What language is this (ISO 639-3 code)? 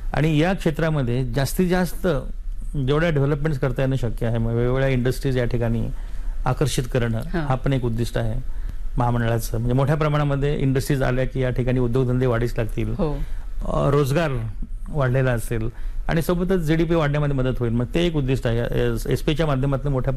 mar